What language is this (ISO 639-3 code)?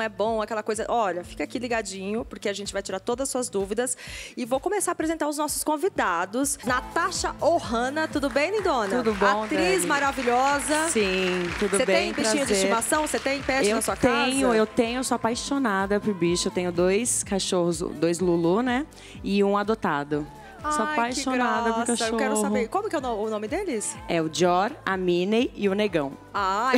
por